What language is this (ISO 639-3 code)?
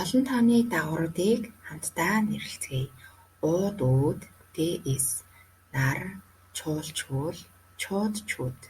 mon